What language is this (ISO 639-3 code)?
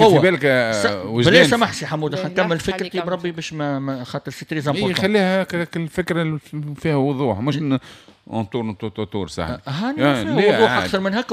aeb